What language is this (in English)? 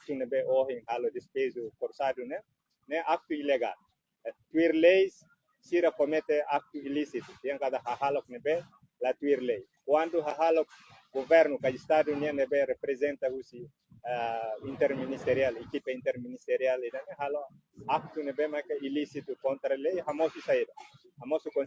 Tetum